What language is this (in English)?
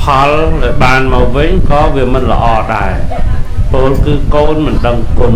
Khmer